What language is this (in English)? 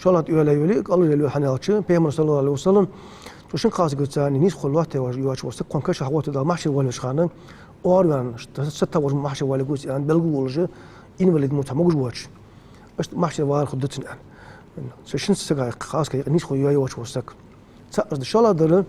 Ingush